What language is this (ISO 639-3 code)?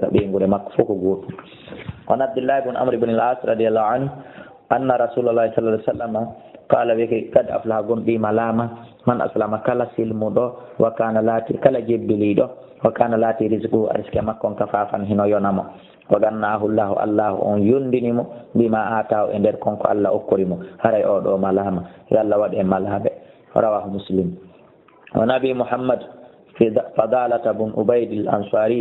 ful